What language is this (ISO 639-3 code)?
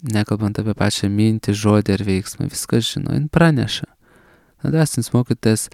lit